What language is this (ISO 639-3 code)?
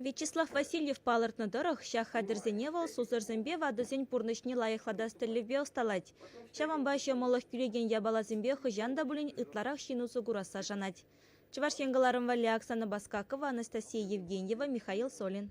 chv